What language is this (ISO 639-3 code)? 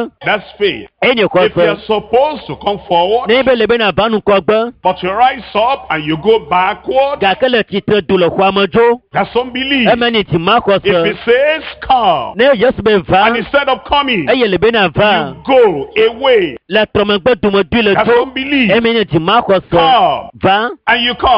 ewe